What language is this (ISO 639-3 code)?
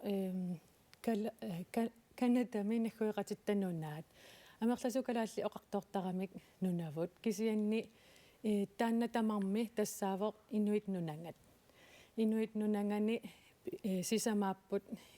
kal